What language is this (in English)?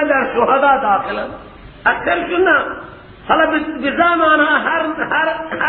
Persian